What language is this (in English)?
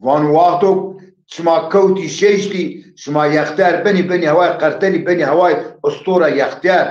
Zaza